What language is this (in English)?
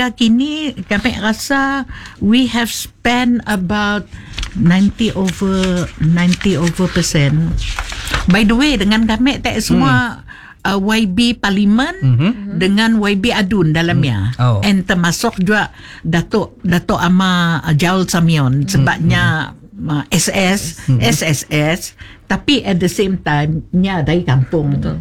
Malay